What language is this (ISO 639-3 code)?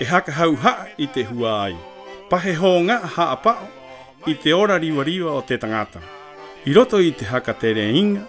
rap